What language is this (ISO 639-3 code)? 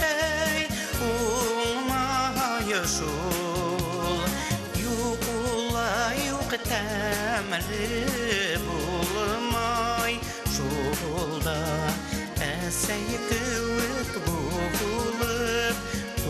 bak